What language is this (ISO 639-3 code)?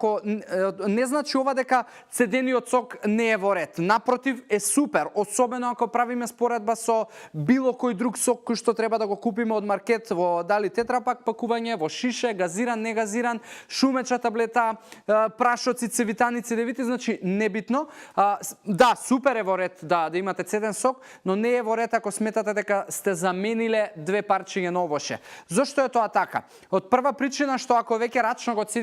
mkd